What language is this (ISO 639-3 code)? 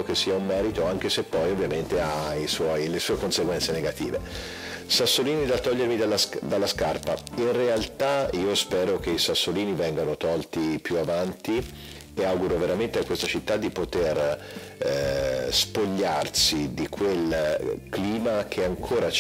ita